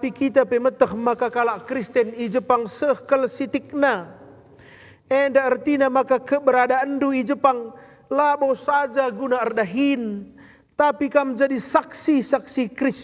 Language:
Batak Karo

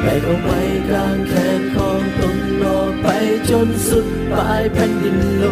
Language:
Lao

